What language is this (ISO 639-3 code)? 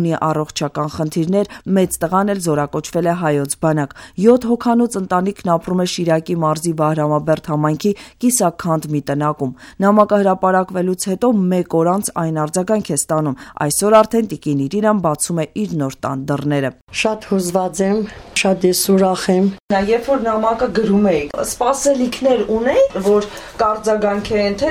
hye